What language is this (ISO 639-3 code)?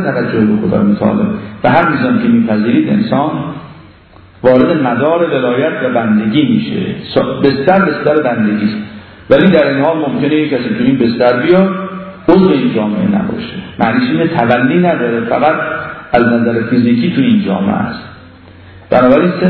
fas